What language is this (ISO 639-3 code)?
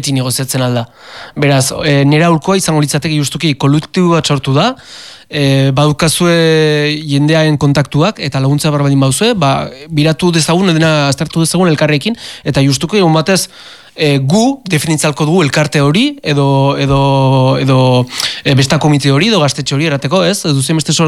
eus